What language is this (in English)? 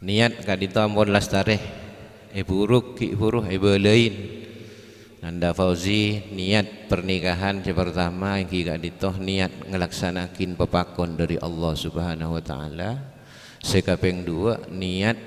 Madurese